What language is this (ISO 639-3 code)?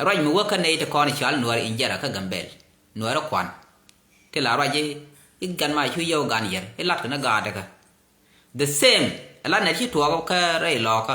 nus